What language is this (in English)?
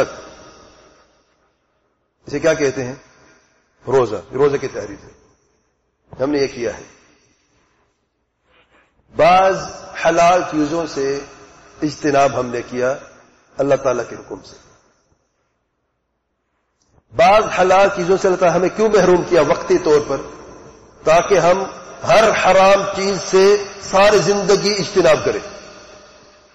Urdu